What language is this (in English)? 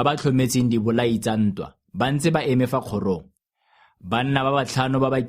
Tswana